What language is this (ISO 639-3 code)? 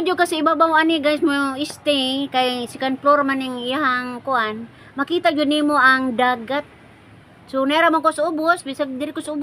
ceb